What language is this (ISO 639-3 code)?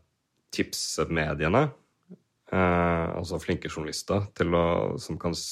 nor